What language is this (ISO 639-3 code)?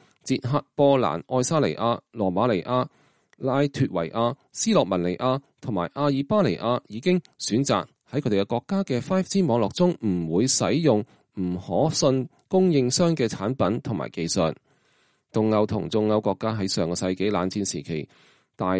yue